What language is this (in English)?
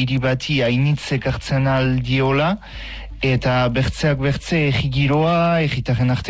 Basque